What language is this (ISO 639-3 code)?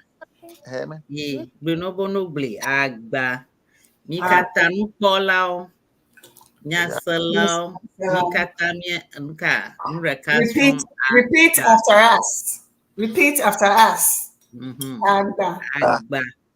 ewe